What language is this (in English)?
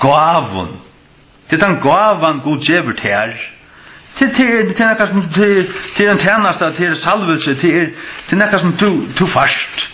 Faroese